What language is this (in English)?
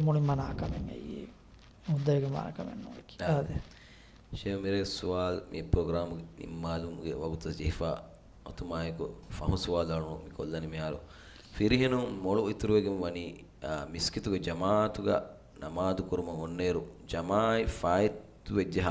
Divehi